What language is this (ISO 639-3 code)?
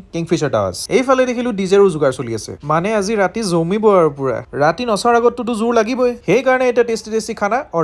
asm